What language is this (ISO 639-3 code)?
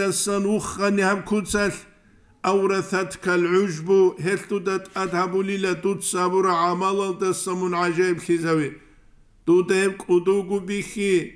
ava